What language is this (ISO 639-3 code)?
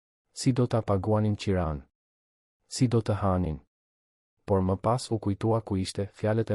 sqi